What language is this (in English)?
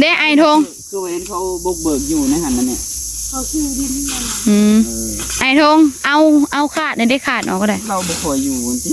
Northeastern Thai